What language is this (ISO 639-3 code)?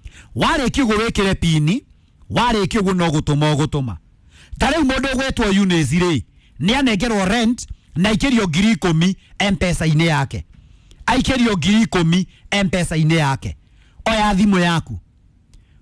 kik